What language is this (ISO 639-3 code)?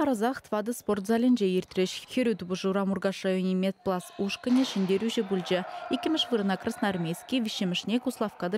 chv